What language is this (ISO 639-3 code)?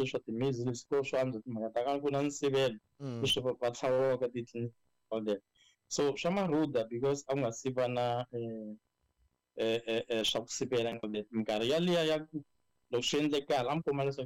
tso